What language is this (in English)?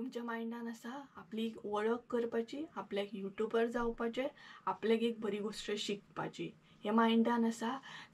Konkani